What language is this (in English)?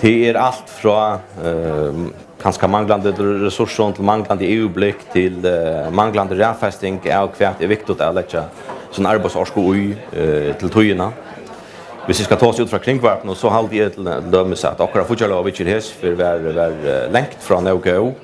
Faroese